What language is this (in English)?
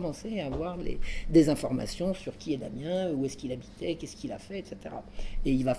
French